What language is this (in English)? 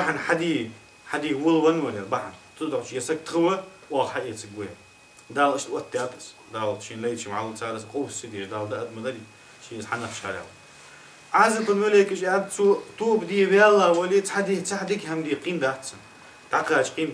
Ingush